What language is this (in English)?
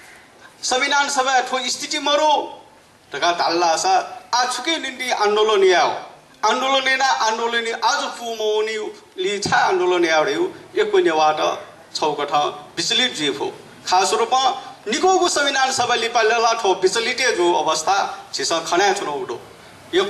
Newari